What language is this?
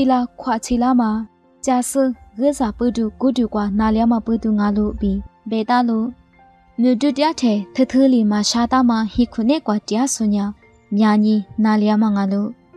Lisu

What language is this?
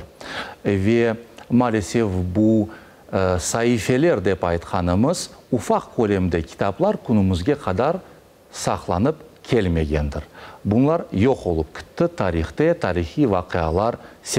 Crimean Tatar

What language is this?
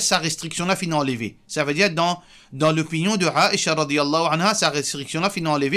Morisyen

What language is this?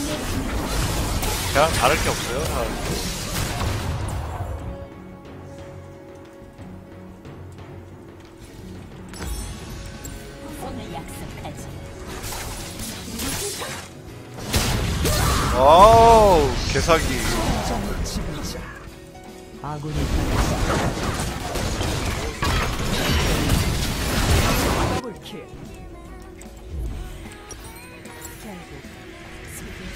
Korean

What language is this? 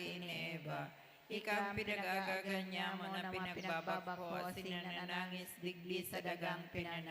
Bikol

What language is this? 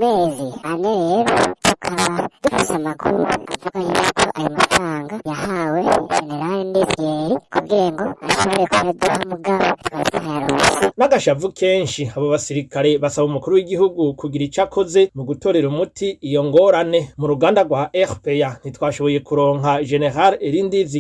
Rundi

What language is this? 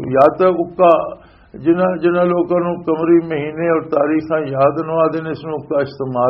Western Panjabi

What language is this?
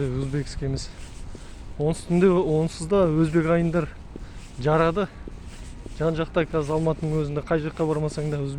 Kazakh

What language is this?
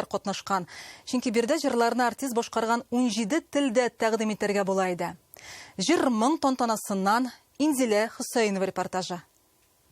Tatar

